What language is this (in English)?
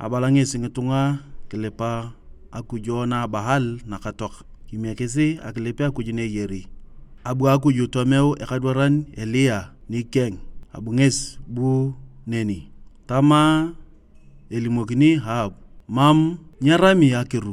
Turkana